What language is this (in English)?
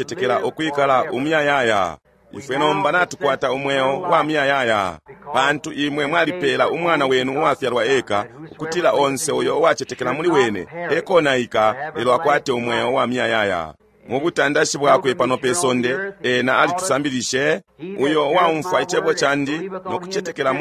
Bemba